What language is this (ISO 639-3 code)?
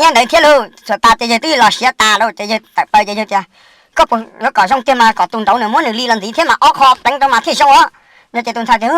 hmn